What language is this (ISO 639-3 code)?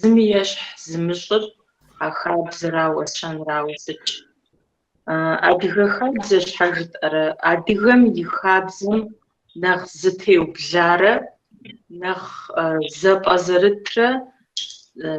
kbd